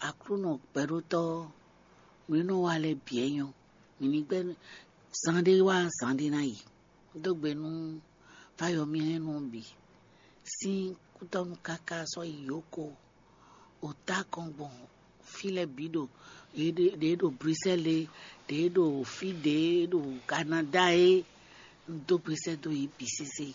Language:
Fon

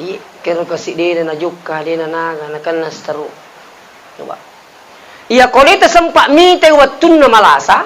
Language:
Buginese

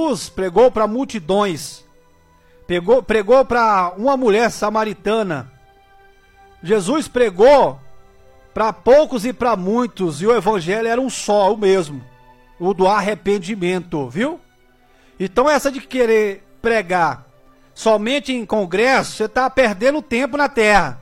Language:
Portuguese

